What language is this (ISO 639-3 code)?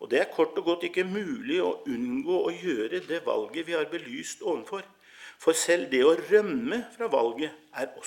nor